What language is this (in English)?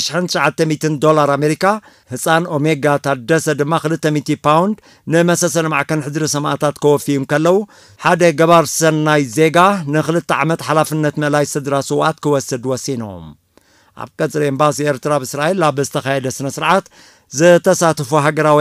Tigrinya